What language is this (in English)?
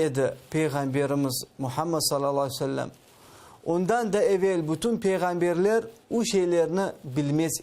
Crimean Tatar